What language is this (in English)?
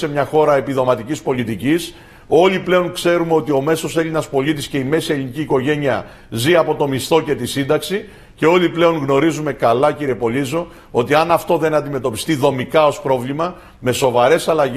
Greek